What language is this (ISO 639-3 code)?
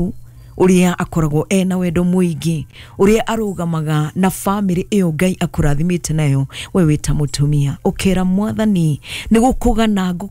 kik